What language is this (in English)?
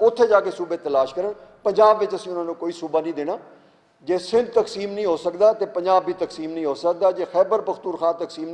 Western Panjabi